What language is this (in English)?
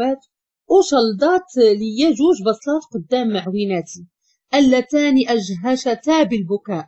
Moroccan Arabic